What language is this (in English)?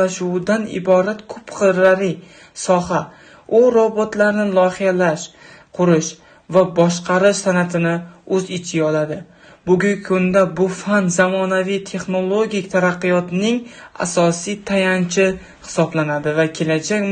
Uzbek